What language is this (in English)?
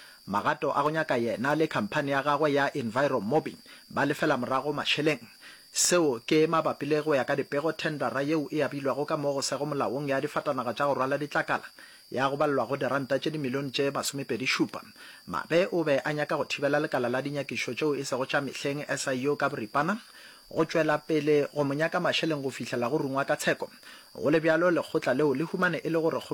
Northern Sotho